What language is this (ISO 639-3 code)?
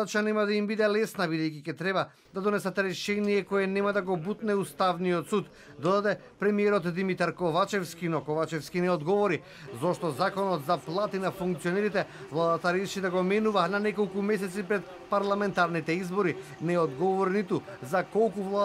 mkd